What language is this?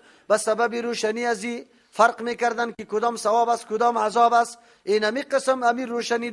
Persian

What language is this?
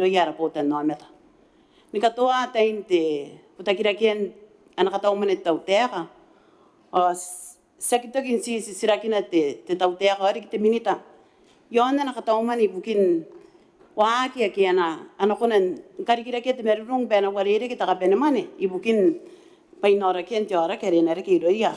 Gilbertese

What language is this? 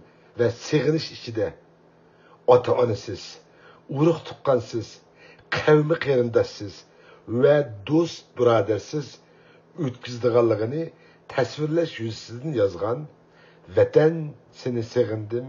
Uyghur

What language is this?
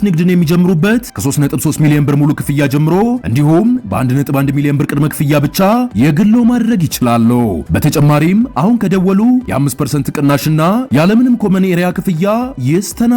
Amharic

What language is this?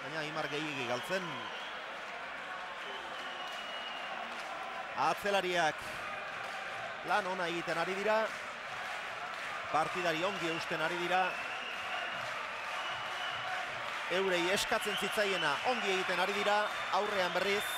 Basque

